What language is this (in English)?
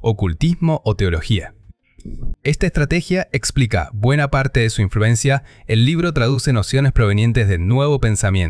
Spanish